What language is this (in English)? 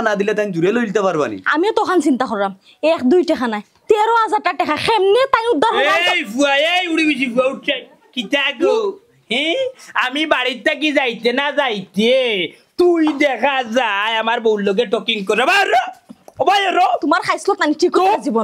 Sylheti